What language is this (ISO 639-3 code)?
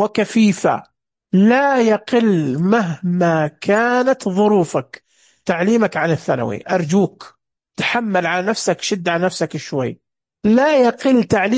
ars